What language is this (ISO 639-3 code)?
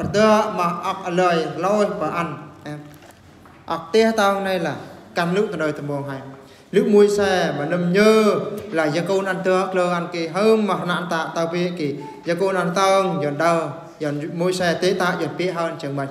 bru